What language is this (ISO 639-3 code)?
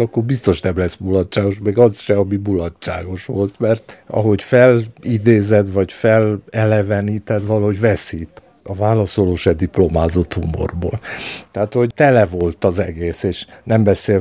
hun